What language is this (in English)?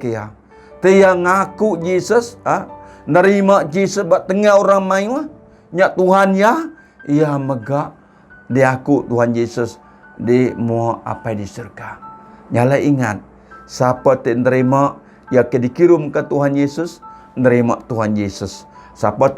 Iban